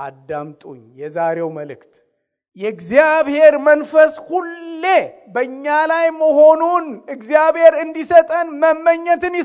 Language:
Amharic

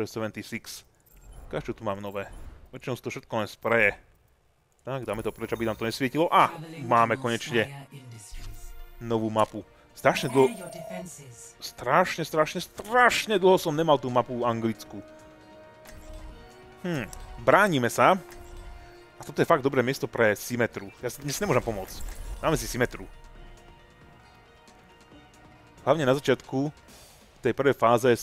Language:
Slovak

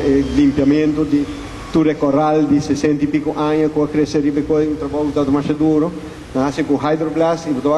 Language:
Papiamento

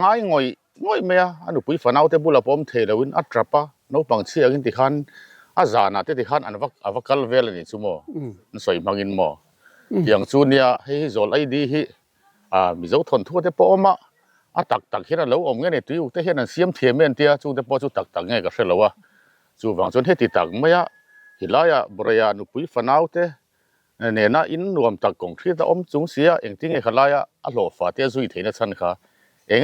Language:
Mizo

